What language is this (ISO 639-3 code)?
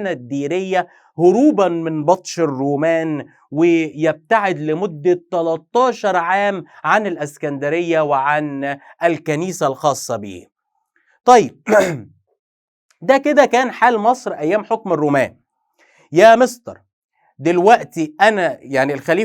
arz